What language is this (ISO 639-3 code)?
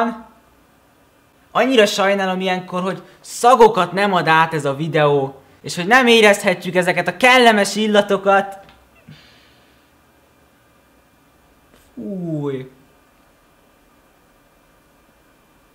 hun